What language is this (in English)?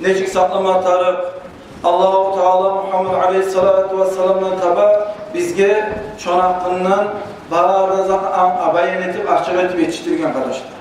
Kumyk